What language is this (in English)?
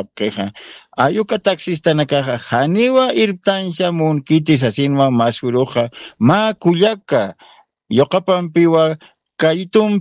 Aymara